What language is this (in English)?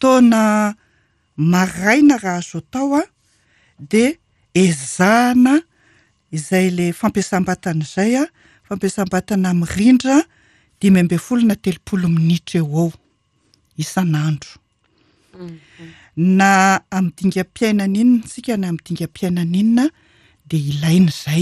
Malagasy